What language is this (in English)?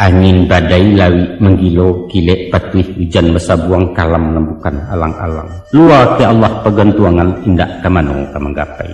Minangkabau